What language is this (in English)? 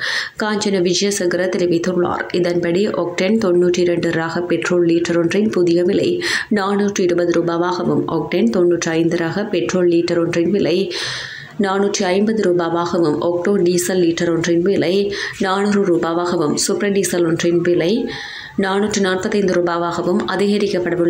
Tamil